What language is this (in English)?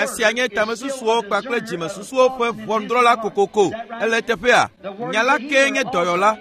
Ewe